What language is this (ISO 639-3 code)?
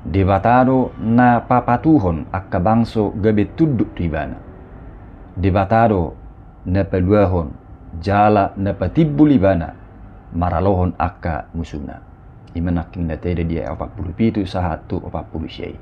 bbc